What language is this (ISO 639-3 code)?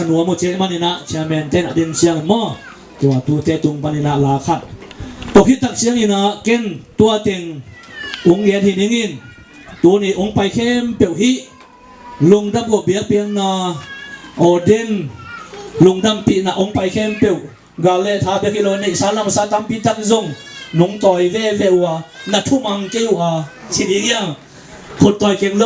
ctd